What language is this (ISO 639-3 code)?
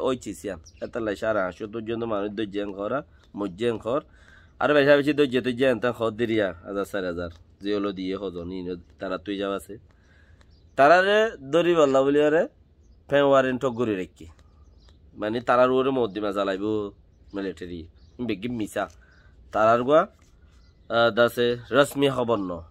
rhg